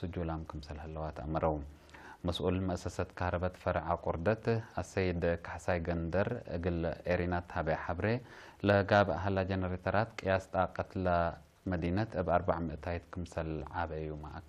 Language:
Tigre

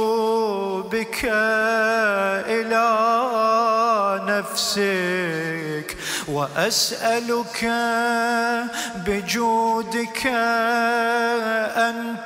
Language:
Arabic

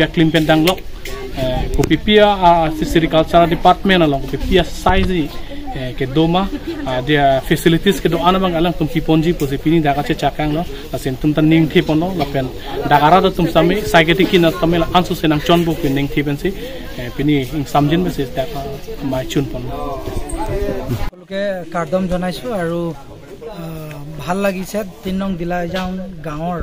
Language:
Karbi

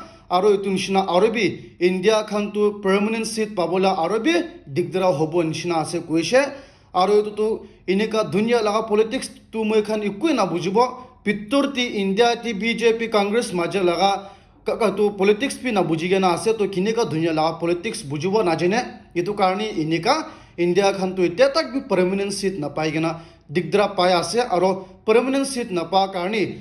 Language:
Naga Pidgin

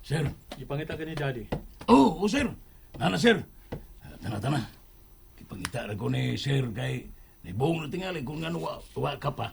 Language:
Cebuano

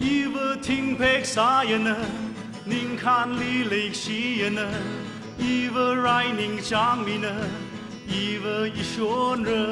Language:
Tangkhul Naga (India)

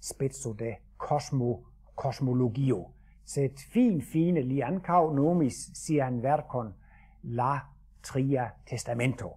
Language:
Esperanto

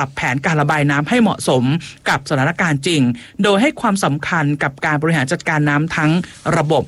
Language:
Thai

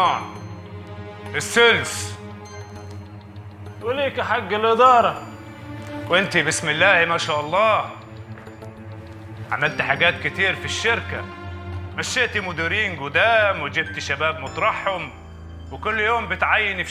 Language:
Egyptian Arabic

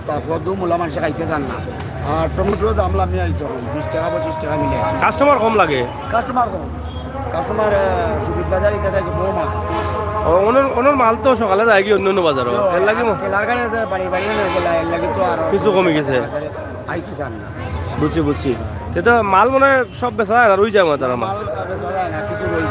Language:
Sylheti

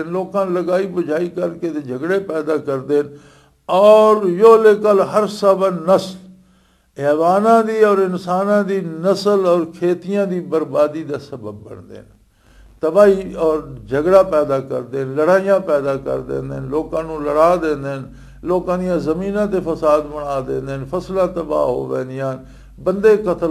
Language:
Western Panjabi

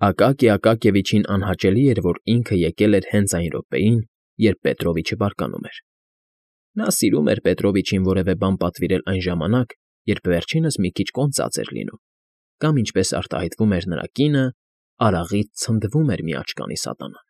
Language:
Armenian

